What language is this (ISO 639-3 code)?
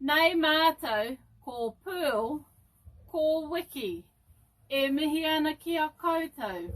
mri